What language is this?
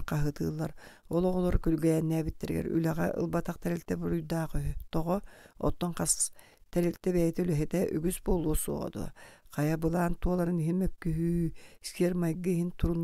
Yakut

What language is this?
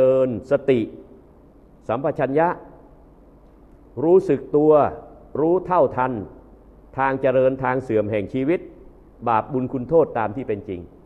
Thai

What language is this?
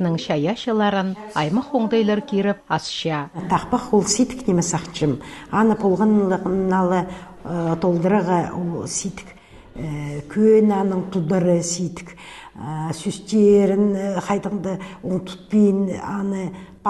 Khakas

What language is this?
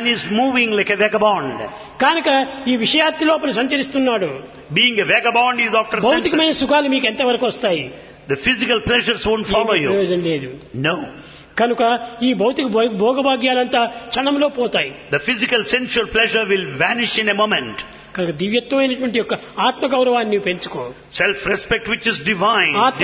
Telugu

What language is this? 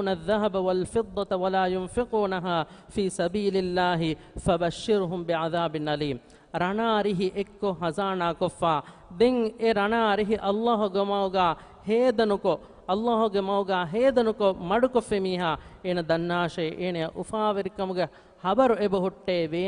Divehi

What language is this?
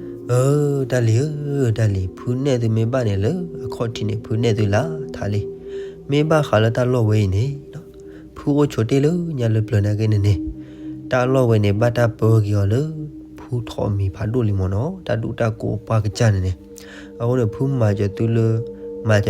S'gaw Karen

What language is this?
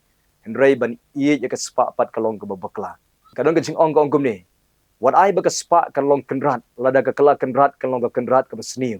Khasi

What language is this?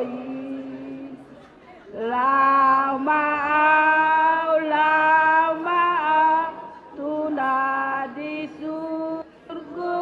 Batak Karo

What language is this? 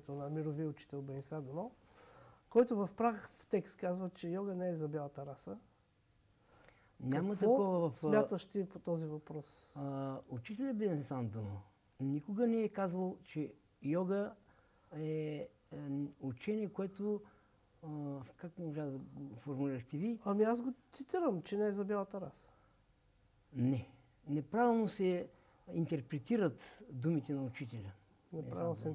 Bulgarian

